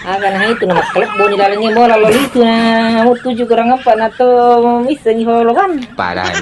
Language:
Buginese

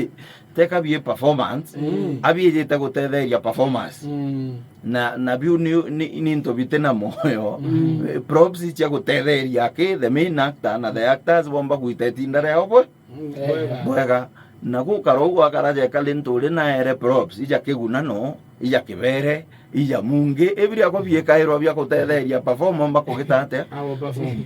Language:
Meru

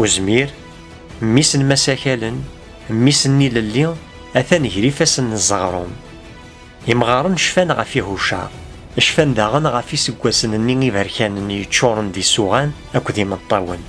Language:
Kabyle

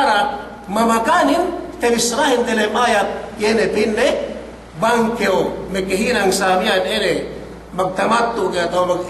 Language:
Yakan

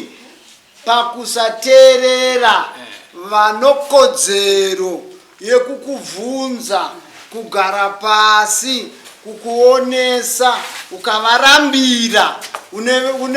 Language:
Shona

